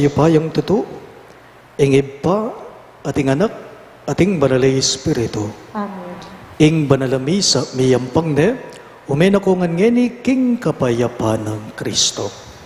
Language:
Pampanga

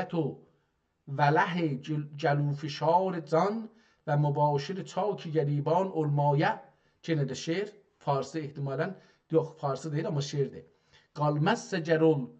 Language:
South Azerbaijani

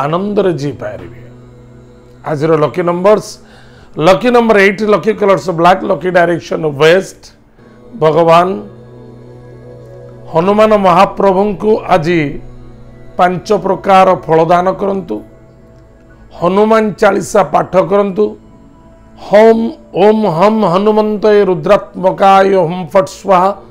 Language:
Odia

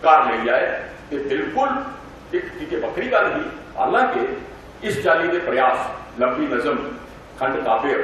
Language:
Dogri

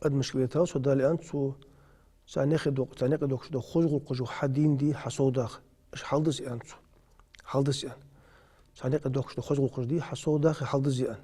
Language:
Ingush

